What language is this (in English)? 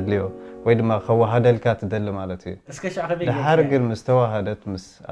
Tigrinya